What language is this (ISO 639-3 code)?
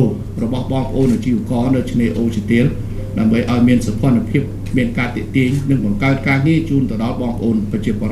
khm